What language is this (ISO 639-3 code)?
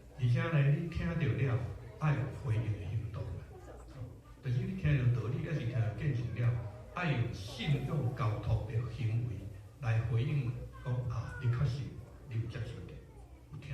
nan